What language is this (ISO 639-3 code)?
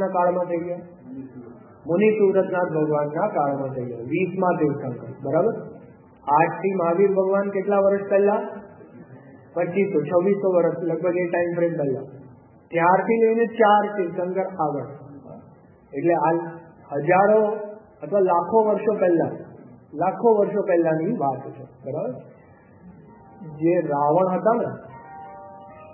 guj